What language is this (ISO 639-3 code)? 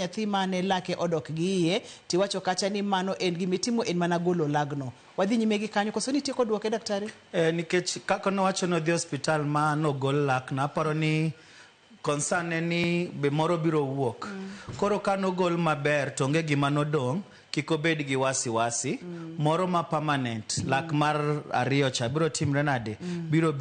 luo